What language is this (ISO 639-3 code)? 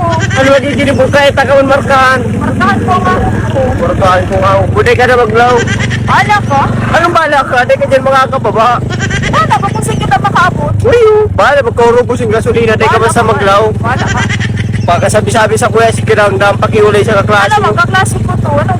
bik